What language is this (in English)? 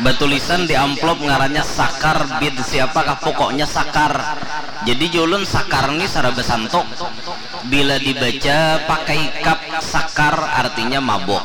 Banjar